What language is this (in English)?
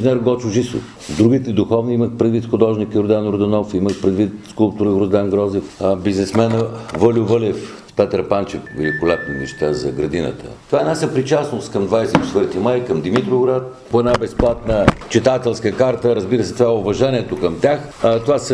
Bulgarian